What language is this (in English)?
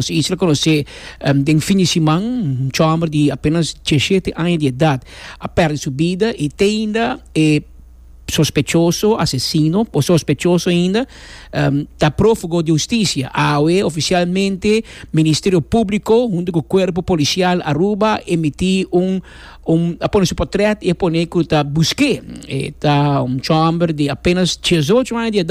Papiamento